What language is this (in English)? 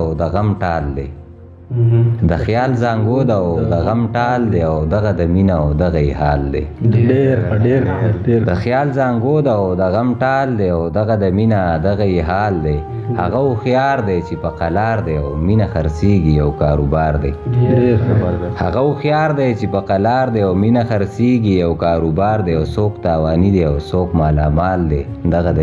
Pashto